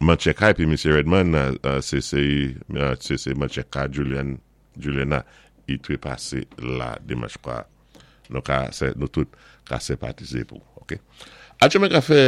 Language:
Saint Lucian Creole French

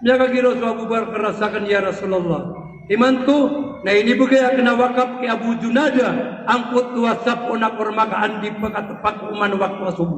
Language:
Maranao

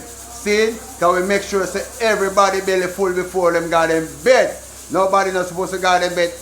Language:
Jamaican Creole English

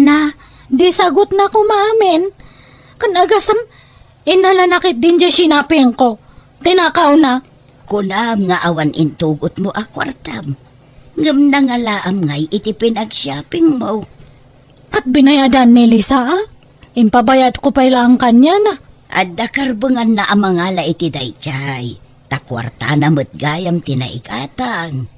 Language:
Iloko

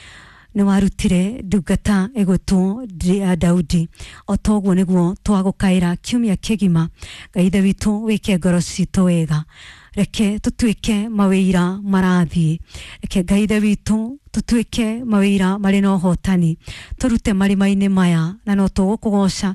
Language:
Kikuyu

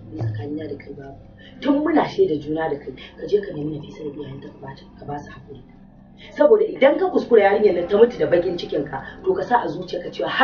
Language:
Hausa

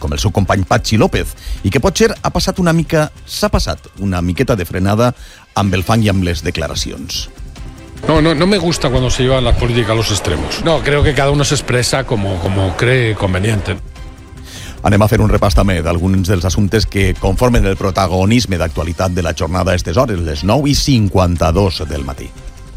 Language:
Catalan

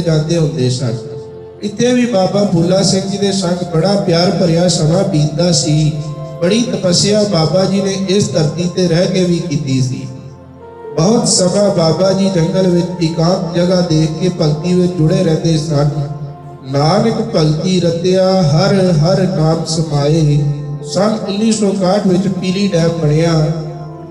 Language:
Punjabi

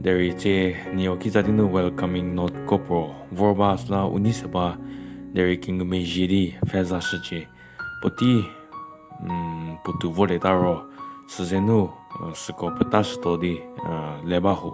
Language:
Angami Naga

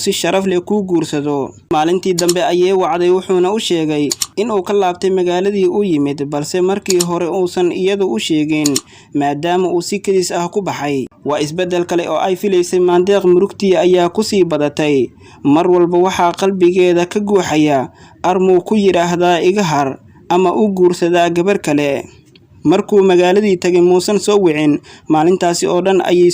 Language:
Somali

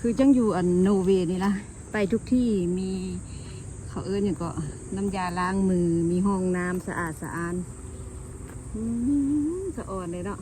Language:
Lao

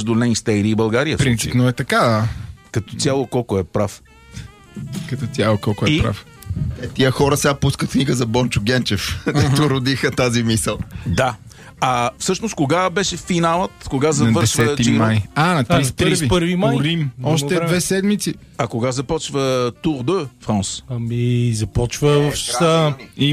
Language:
Bulgarian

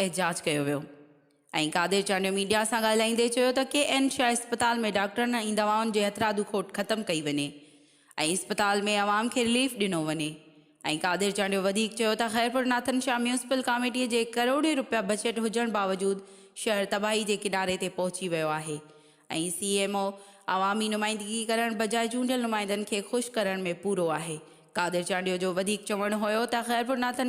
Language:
Sindhi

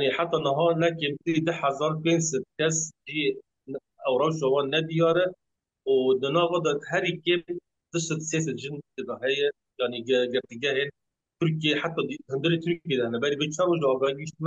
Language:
Kurdish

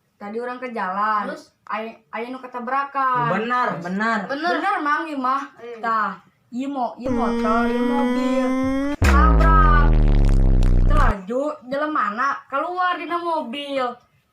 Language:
Sundanese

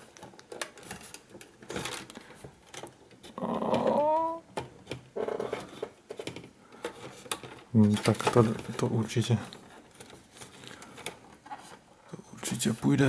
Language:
Czech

